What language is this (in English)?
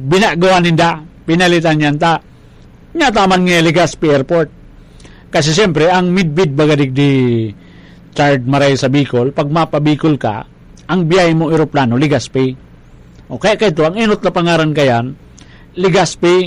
Bikol